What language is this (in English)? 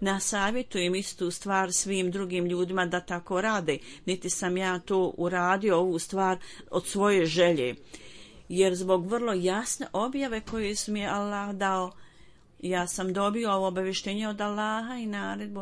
Bosnian